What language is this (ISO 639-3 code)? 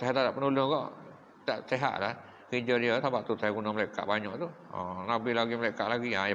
msa